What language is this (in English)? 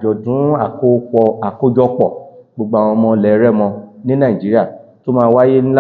Yoruba